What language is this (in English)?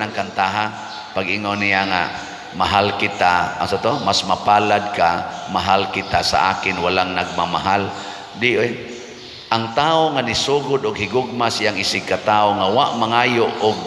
Cebuano